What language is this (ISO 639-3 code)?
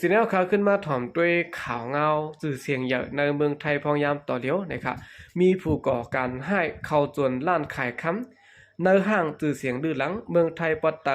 shn